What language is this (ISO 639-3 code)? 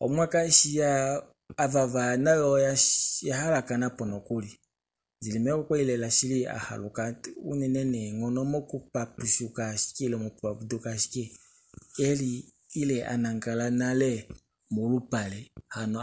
kua